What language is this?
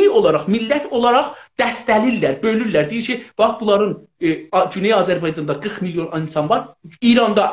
South Azerbaijani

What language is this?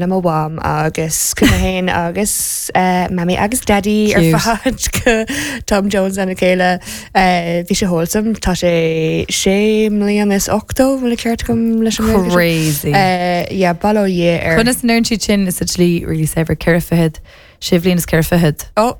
Irish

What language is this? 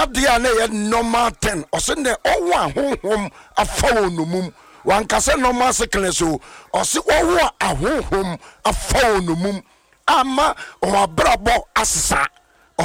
Akan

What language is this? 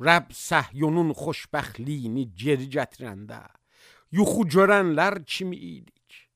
Azerbaijani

